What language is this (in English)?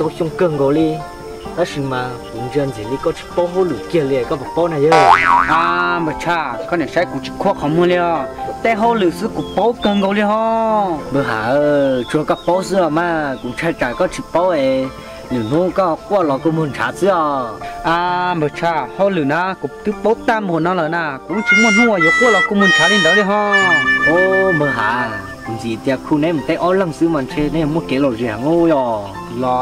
Vietnamese